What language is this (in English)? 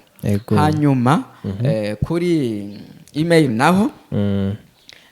Rundi